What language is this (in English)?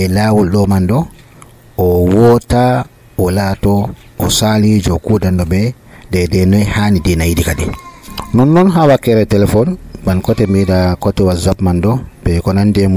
Nigerian Fulfulde